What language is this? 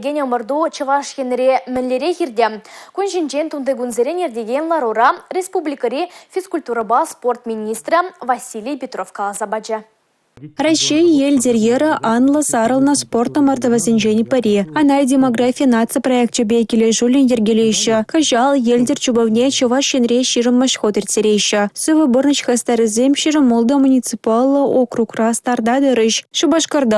Chuvash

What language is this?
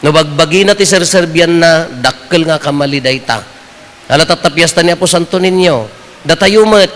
Iloko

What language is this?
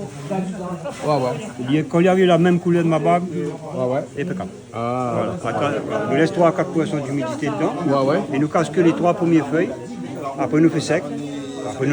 Réunion Creole French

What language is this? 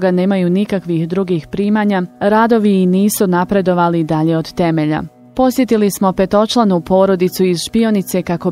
Bosnian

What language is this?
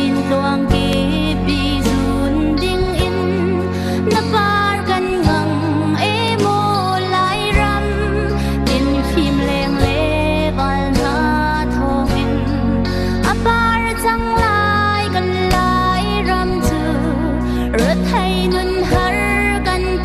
Hakha Chin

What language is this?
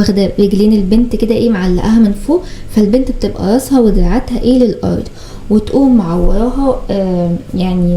Egyptian Arabic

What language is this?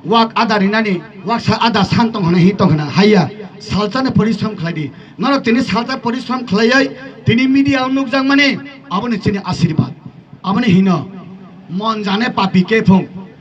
Kok Borok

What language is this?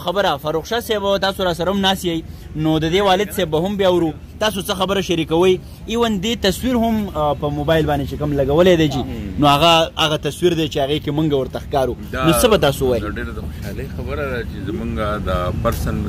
Pashto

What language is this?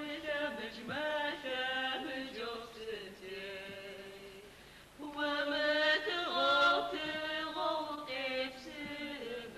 Adyghe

